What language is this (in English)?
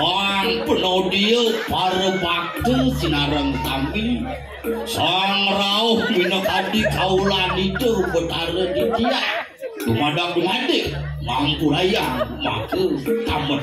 Balinese